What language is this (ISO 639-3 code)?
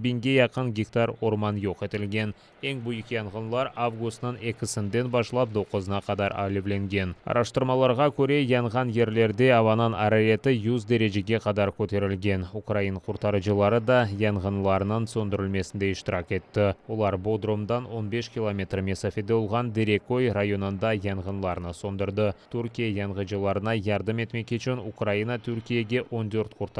crh